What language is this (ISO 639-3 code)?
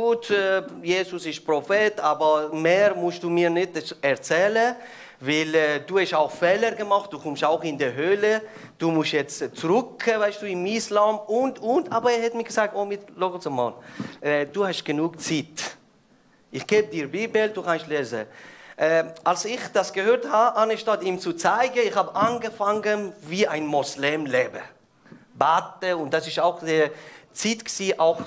gsw